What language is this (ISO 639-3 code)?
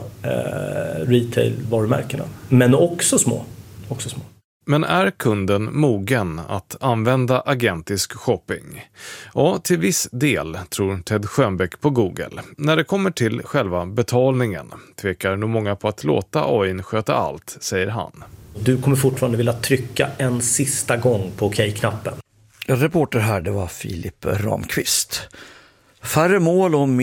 swe